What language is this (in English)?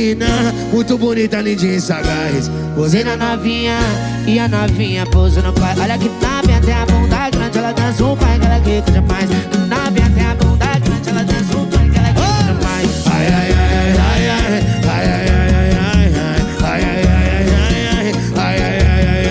Portuguese